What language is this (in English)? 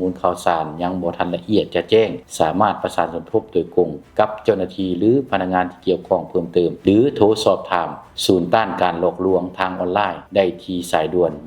Lao